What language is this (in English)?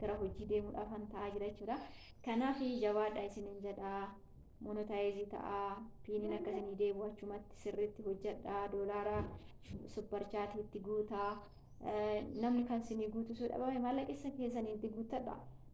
Oromo